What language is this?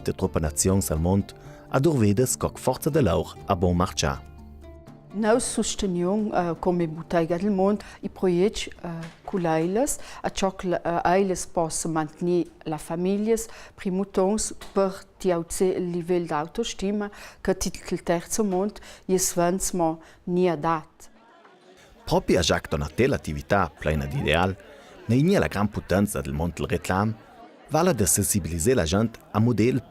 Ladin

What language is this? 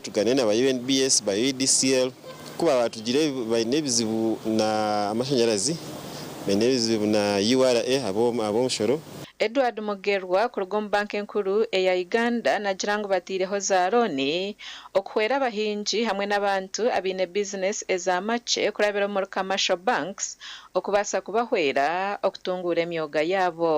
Nyankole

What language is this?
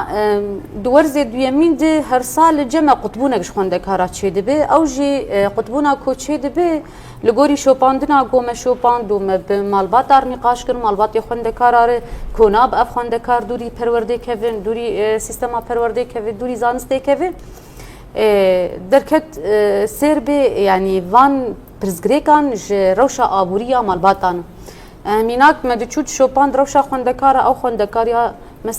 Kurdish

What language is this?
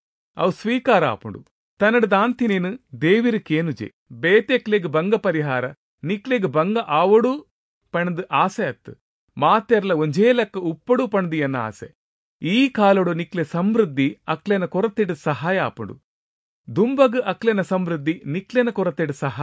Tulu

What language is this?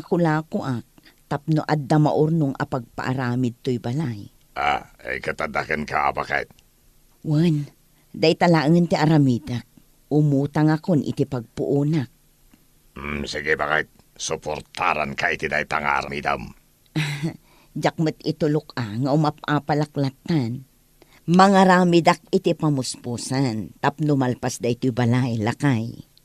Iloko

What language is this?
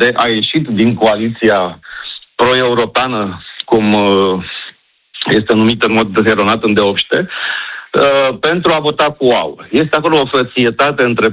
Romanian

